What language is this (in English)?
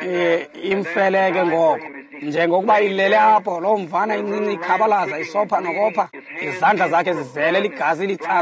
Xhosa